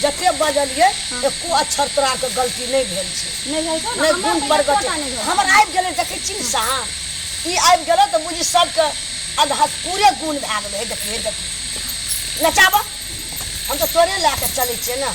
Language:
Maithili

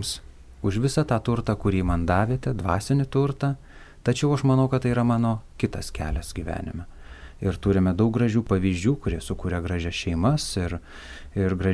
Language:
Lithuanian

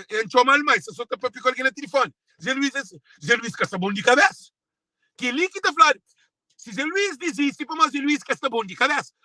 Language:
Kabuverdianu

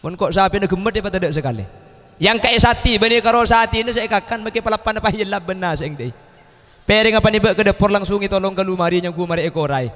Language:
Madurese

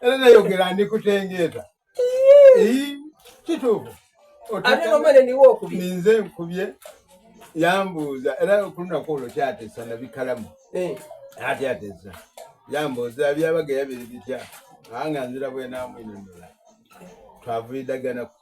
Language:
Soga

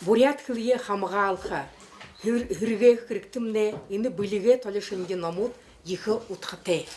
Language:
Buriat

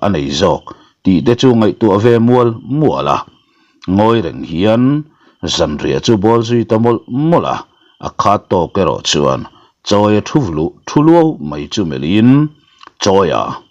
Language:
Mizo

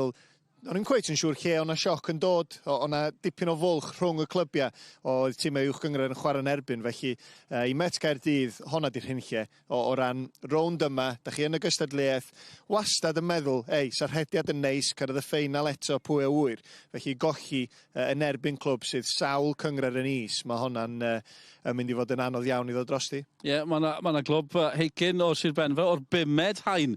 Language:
Welsh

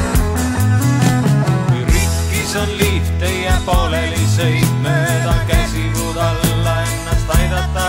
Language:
Estonian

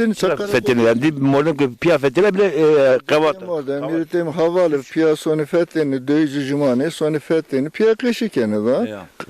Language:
Zaza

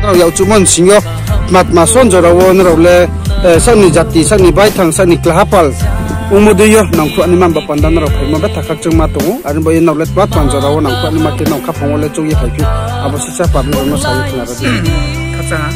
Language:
Riang (India)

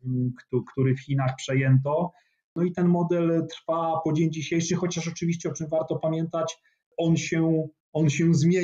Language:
Polish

